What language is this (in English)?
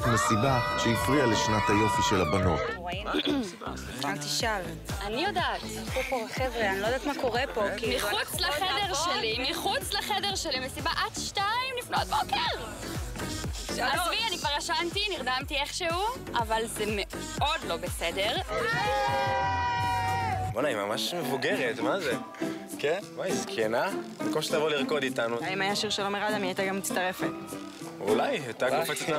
Hebrew